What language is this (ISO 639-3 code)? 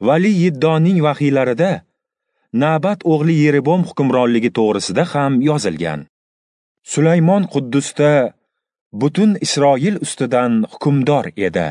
uzb